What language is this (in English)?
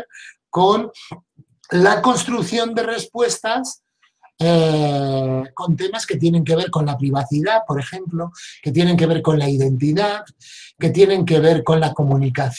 Spanish